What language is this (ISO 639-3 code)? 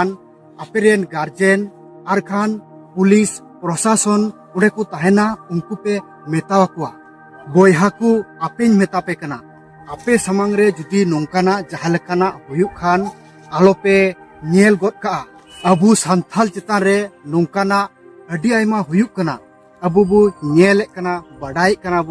sat